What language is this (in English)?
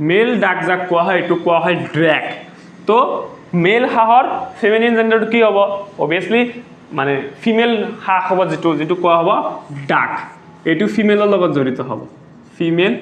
Assamese